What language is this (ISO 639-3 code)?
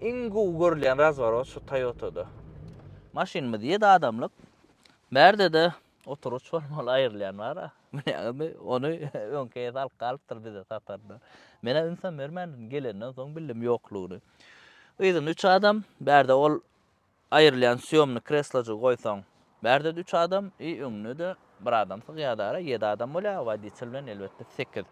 tuk